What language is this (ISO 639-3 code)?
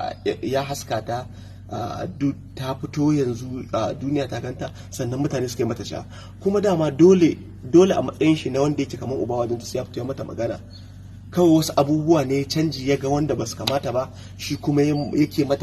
hau